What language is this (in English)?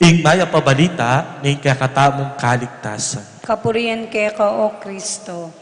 Pampanga